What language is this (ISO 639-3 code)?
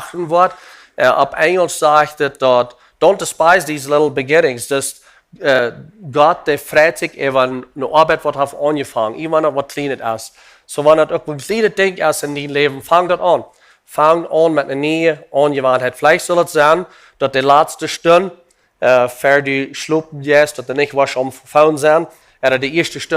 pdt